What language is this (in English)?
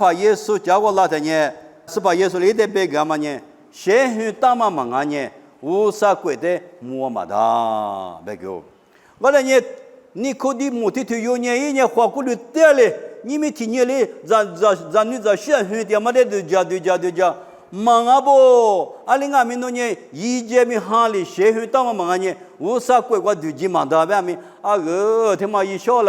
Lisu